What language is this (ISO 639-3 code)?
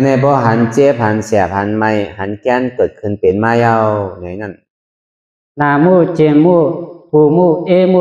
shn